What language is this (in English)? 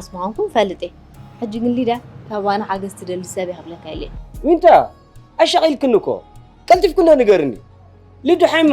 Tigrinya